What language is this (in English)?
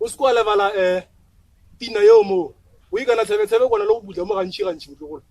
Northern Sotho